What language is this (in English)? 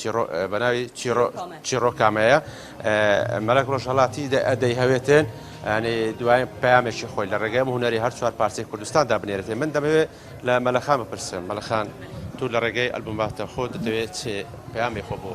Kurdish